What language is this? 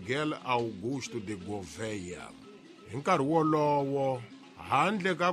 Tsonga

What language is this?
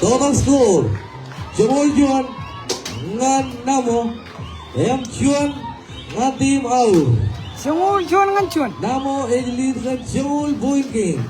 Marshallese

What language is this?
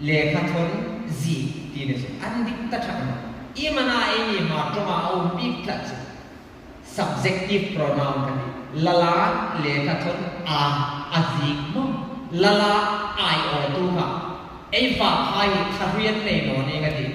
Hmar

